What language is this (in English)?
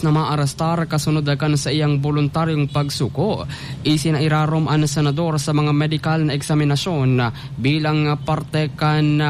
Bikol